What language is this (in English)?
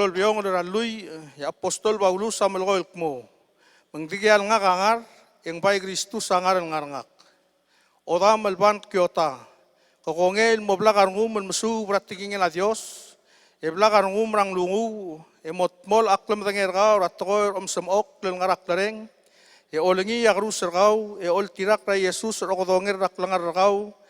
Palauan